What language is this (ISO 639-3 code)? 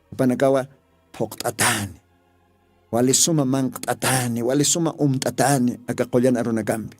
aym